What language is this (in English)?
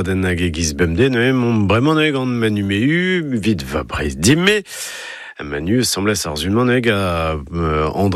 Breton